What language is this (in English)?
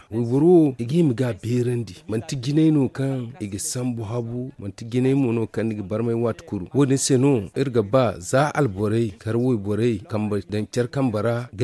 Zarma